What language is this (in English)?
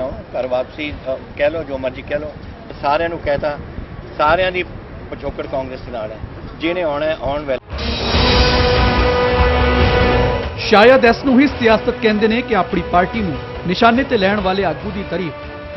Punjabi